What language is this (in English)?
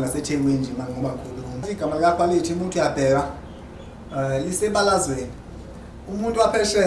Zulu